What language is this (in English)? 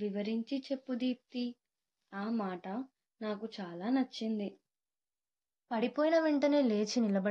Telugu